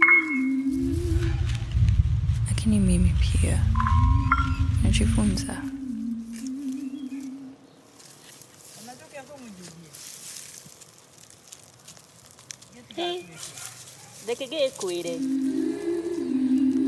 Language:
Swahili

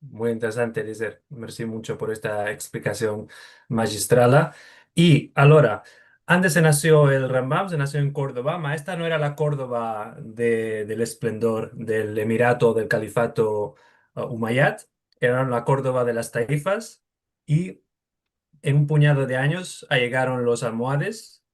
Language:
Ladino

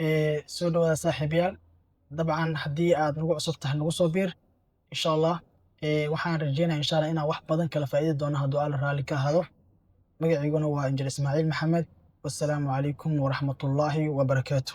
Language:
Somali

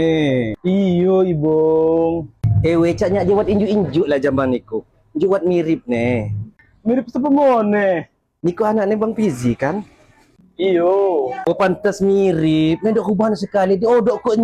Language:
Lampung Api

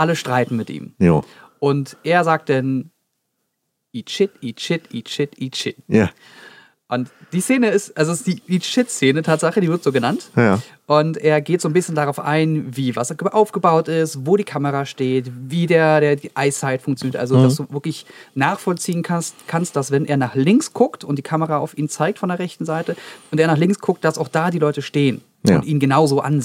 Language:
German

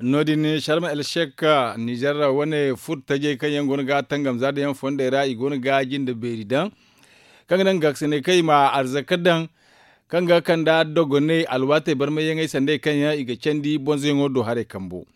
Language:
Zarma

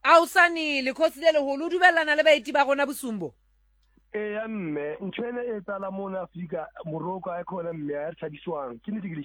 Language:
Southern Sotho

